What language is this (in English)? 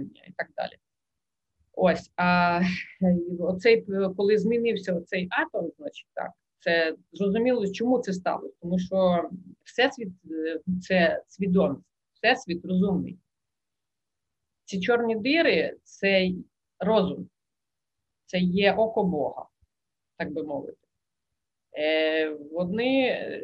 Ukrainian